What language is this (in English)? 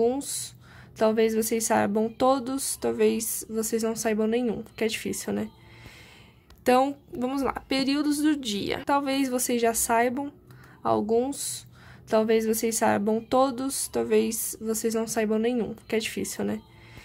Portuguese